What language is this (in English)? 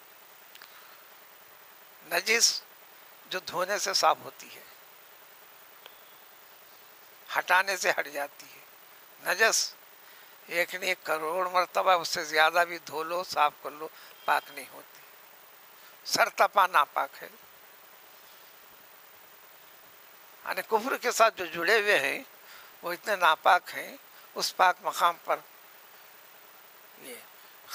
Urdu